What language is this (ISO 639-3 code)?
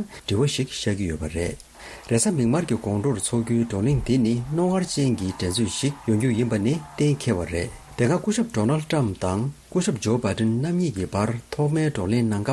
bod